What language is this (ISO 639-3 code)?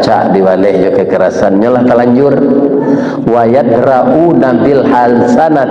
min